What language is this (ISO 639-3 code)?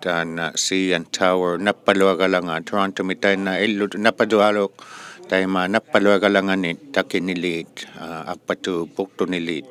iku